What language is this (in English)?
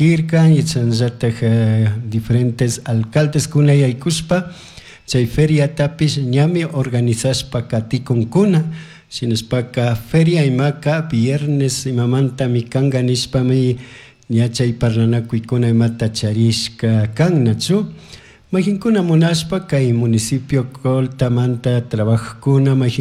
Chimborazo Highland Quichua